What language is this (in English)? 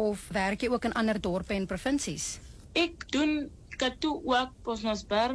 Afrikaans